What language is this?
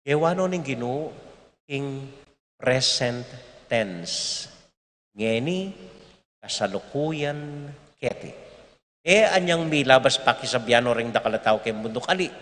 Pampanga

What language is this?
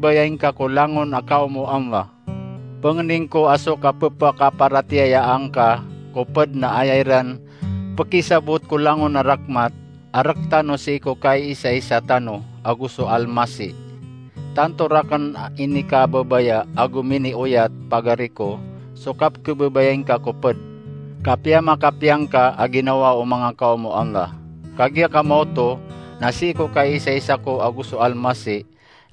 Maranao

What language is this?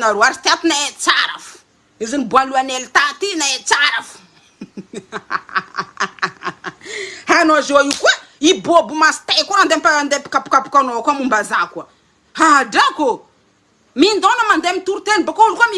Malagasy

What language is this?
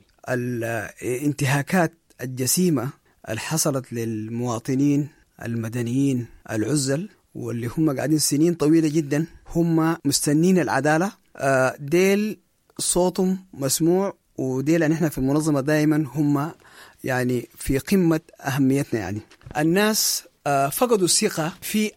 Sudanese Arabic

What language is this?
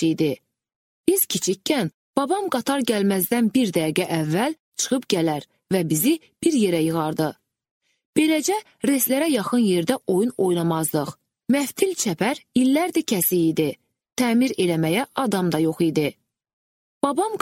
Azerbaijani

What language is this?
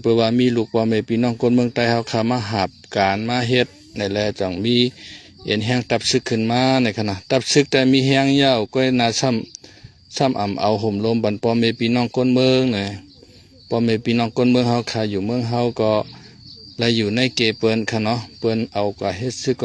Shan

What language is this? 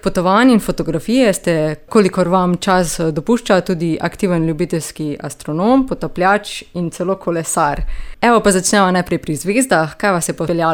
Slovenian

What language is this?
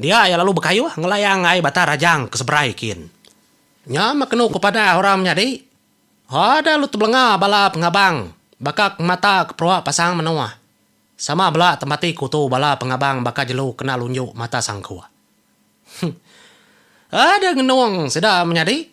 Iban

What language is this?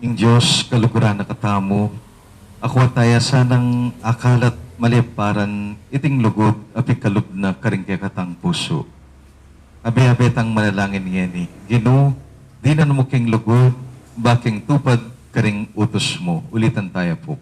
Pampanga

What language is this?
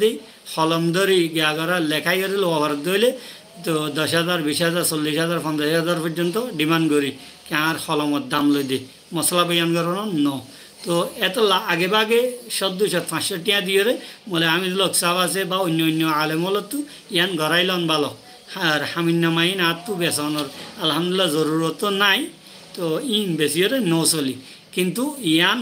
Rohingya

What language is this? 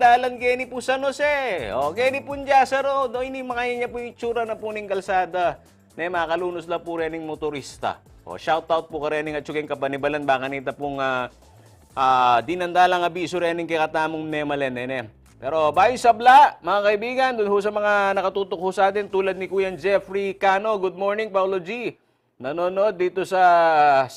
Pampanga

